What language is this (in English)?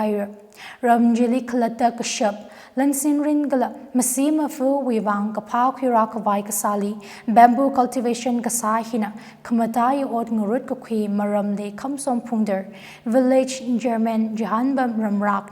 Tangkhul Naga (India)